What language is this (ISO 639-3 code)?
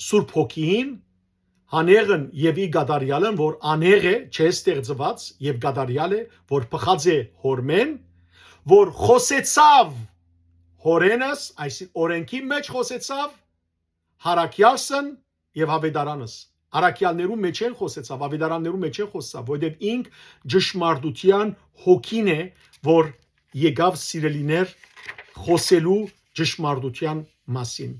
hyw